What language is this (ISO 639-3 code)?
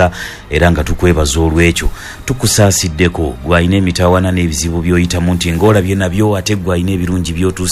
lug